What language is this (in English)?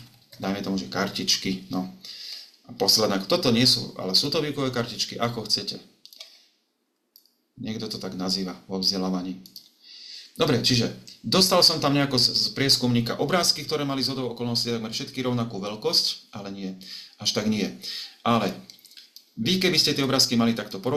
Slovak